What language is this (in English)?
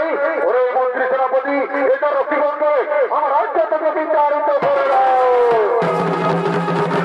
Bangla